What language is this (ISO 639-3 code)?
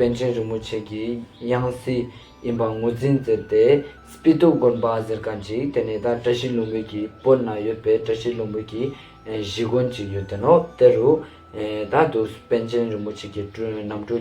lbj